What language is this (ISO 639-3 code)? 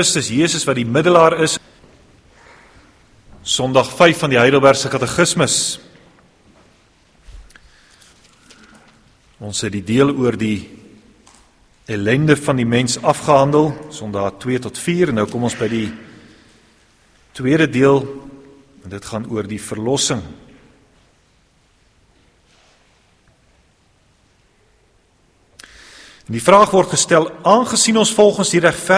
afr